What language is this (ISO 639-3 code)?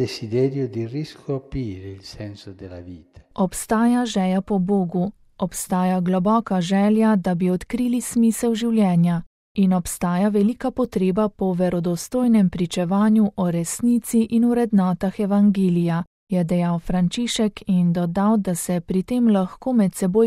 slv